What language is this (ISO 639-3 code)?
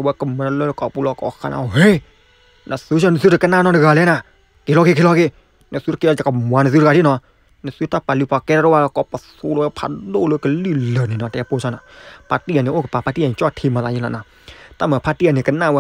ksw